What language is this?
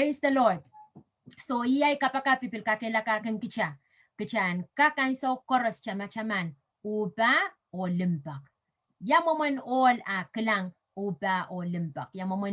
Pohnpeian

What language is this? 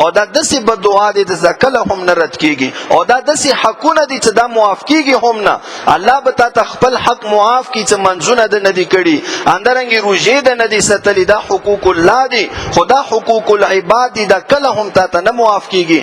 Pashto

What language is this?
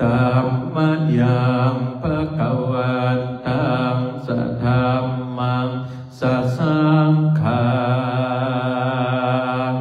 Pali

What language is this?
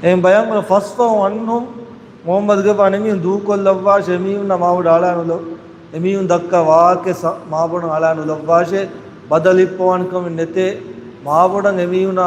Divehi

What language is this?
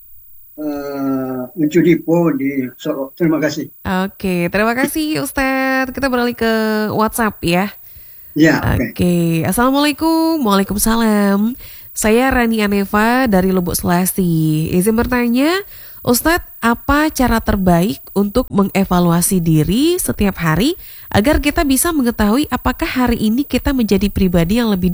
Indonesian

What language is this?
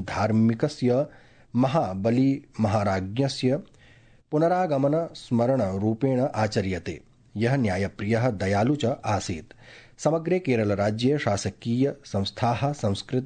Sanskrit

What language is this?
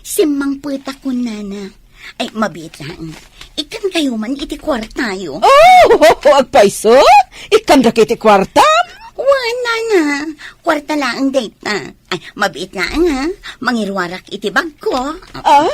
Iloko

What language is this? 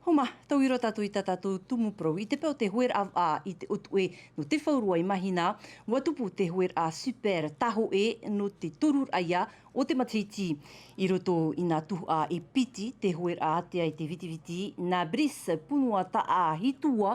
Tahitian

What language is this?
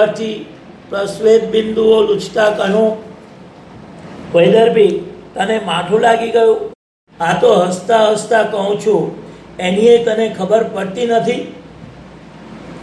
Gujarati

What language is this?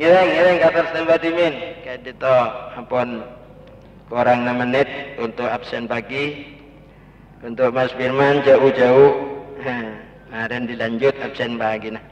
Madurese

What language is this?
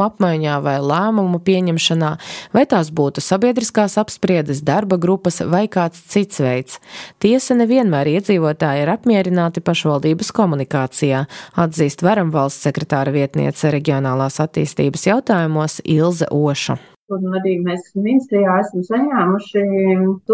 Latvian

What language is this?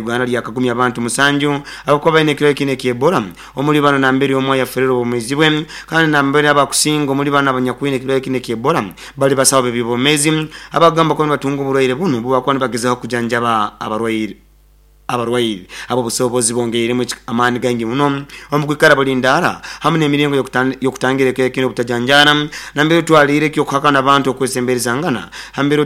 Nyoro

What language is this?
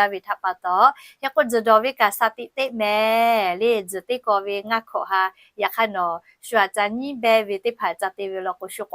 Lahu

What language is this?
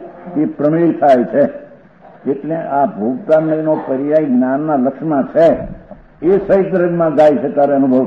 Gujarati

